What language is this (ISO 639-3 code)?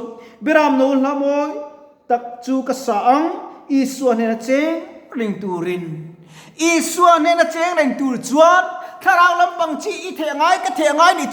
lus